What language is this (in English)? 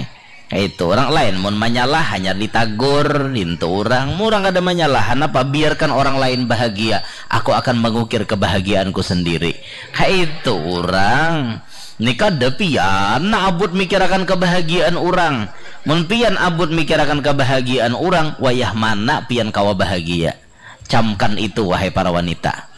Banjar